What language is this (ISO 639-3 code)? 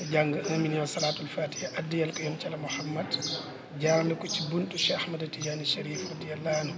wol